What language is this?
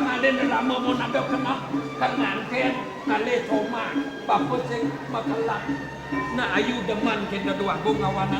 Balinese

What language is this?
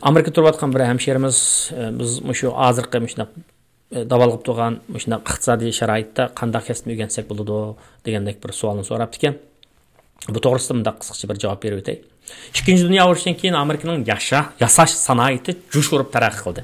Uyghur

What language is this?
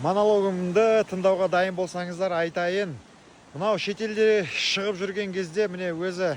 Kazakh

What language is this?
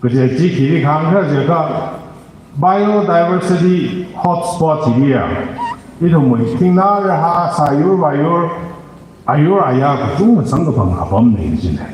Tangkhul Naga (India)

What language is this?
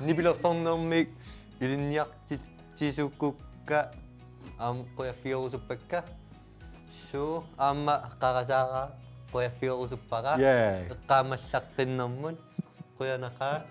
Kalaallisut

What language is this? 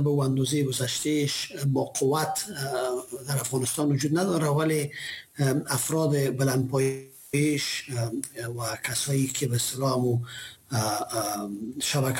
Persian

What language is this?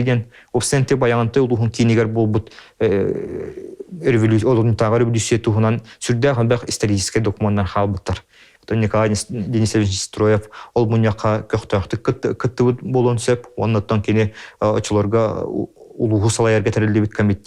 Yakut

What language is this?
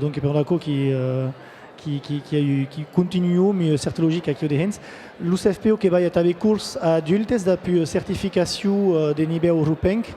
Occitan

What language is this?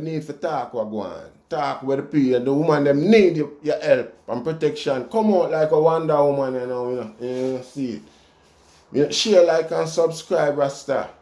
Jamaican Creole English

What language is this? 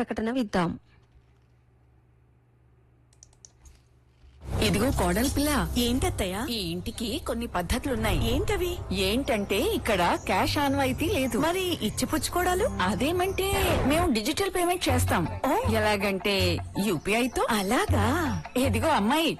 Telugu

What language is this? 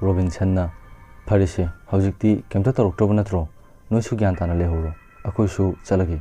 Manipuri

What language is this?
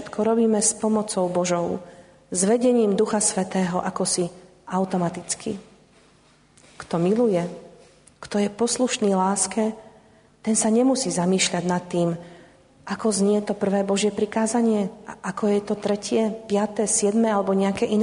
Slovak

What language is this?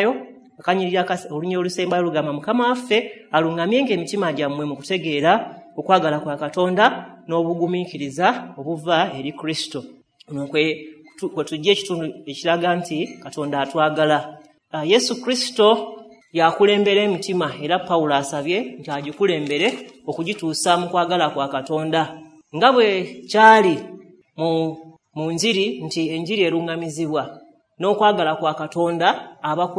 Ganda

